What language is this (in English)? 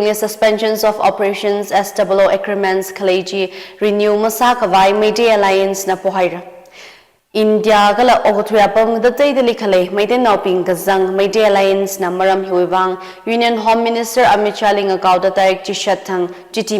Tangkhul Naga (India)